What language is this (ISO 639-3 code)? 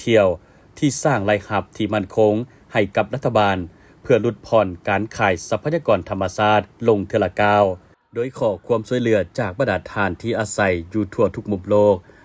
lao